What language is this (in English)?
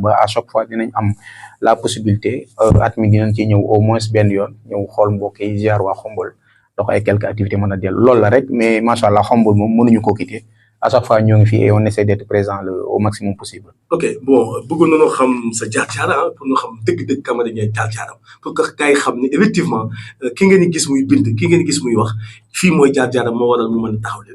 Wolof